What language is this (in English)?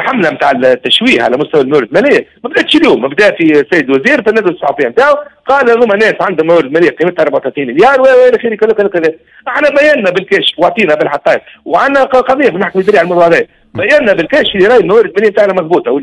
Tunisian Arabic